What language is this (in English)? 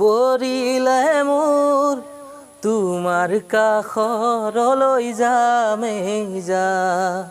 Assamese